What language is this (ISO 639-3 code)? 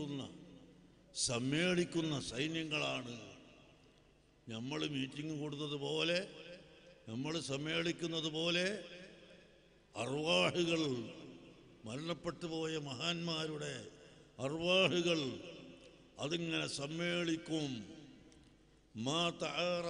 mal